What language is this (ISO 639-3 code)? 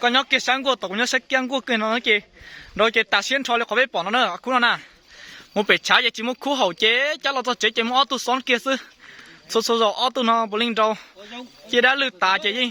hmn